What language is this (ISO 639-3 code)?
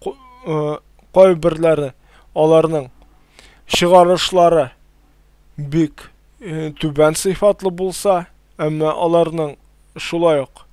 tat